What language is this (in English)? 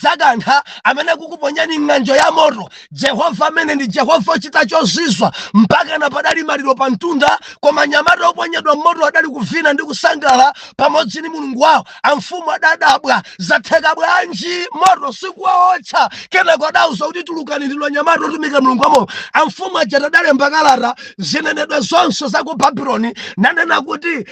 Nyanja